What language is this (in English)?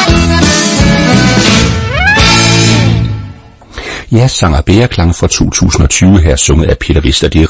Danish